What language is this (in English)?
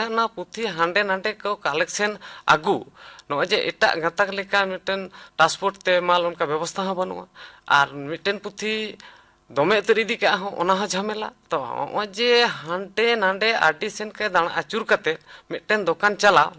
Santali